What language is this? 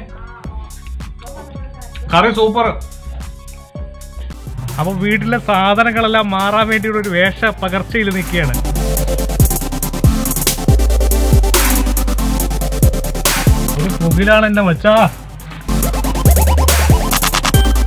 Malayalam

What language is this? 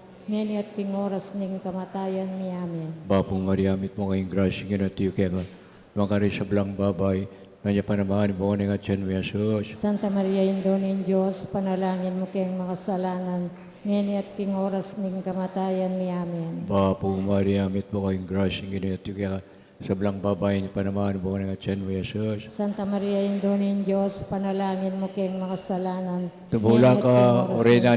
Pampanga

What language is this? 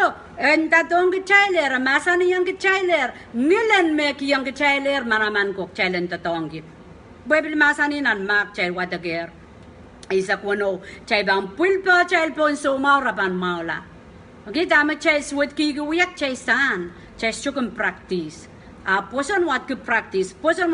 Pohnpeian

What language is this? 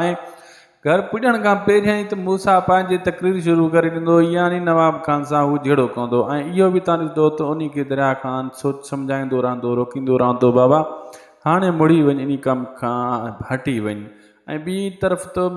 Sindhi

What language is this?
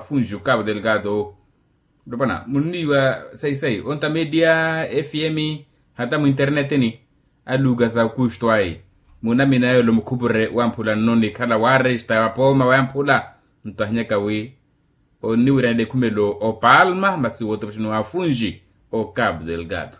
Makhuwa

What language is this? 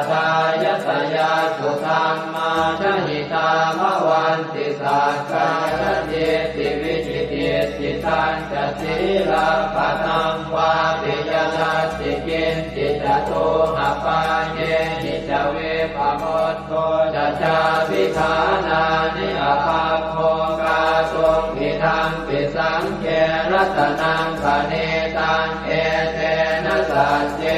Pali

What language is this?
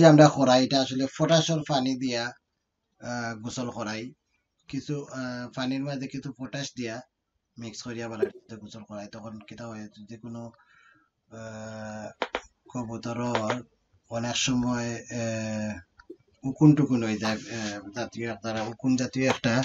Sylheti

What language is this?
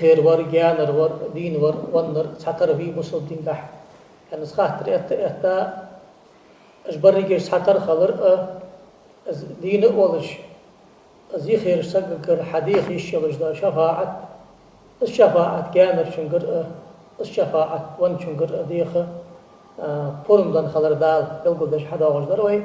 Ingush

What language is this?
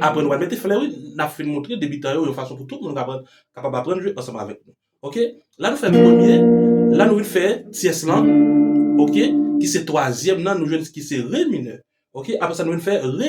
Haitian Creole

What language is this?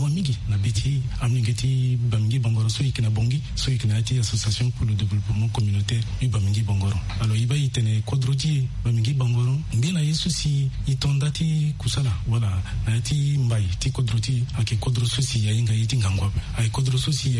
Sango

